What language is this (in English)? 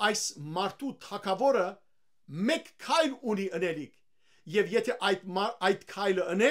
Western Armenian